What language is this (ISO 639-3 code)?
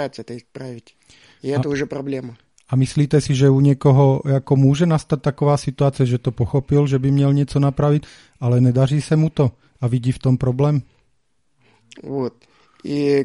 ces